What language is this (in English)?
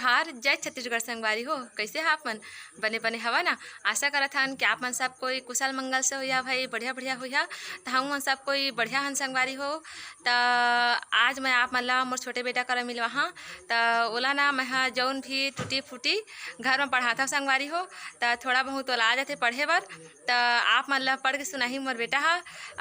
Chhattisgarhi